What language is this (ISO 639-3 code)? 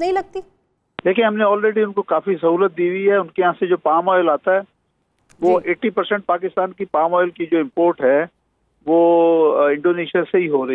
urd